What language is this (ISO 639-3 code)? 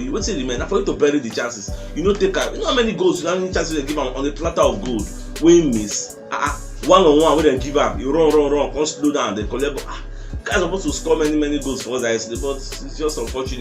pcm